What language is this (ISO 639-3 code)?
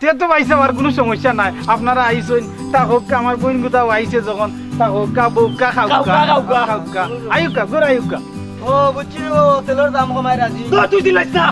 syl